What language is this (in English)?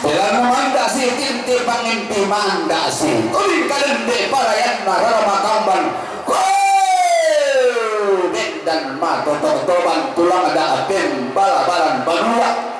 Toraja-Sa'dan